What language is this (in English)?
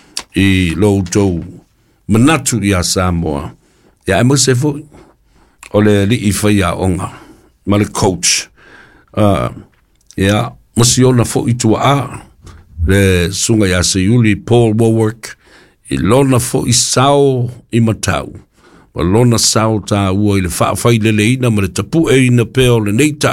Samoan